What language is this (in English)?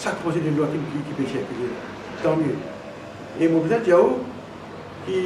Morisyen